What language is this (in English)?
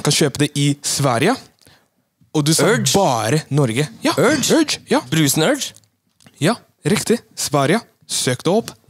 Norwegian